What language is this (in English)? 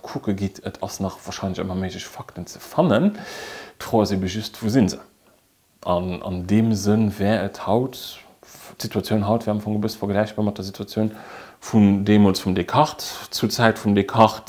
Luxembourgish